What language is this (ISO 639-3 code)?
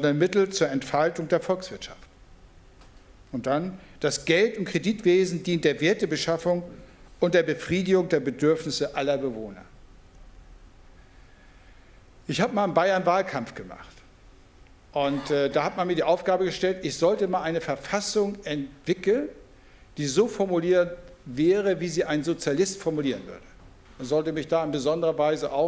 deu